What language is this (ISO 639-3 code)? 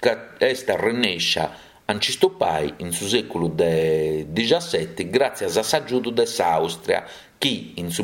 srd